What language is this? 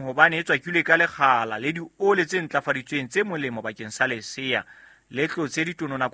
Southern Sotho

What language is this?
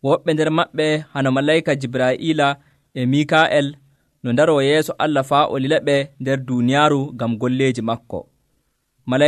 Nigerian Fulfulde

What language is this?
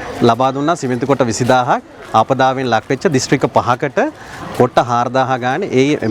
Sinhala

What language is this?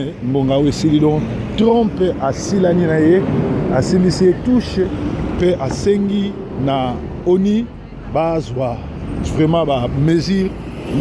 Lingala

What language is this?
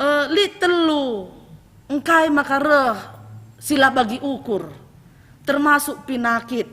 Batak Karo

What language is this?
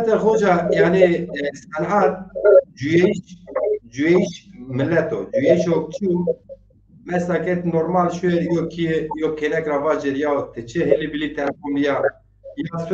Zaza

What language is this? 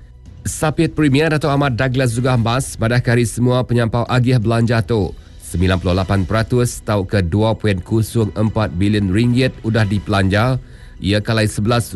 Iban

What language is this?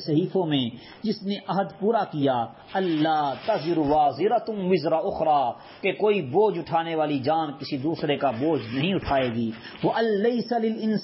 Urdu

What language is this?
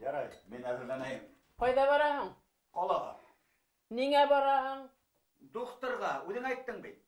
Bashkir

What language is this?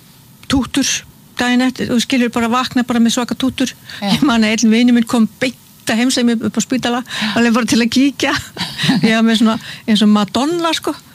Icelandic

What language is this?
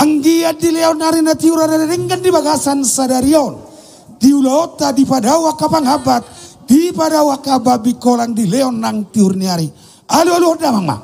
Batak Toba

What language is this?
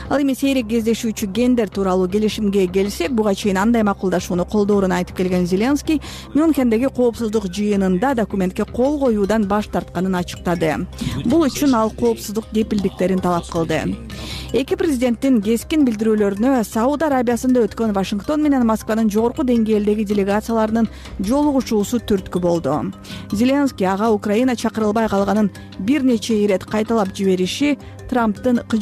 Kyrgyz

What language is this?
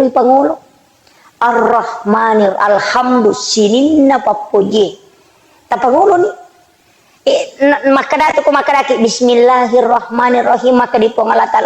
Buginese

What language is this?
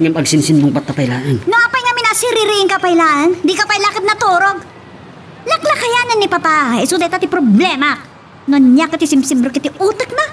Iloko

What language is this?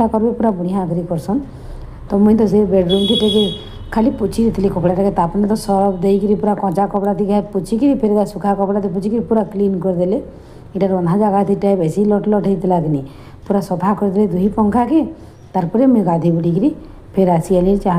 Sambalpuri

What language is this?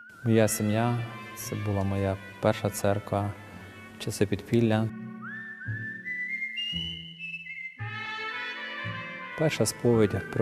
Ukrainian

